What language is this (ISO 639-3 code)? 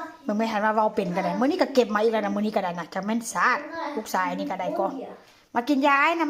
tts